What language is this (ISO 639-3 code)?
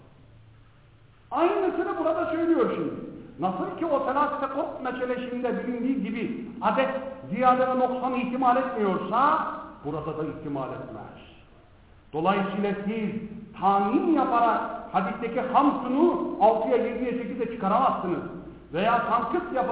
tur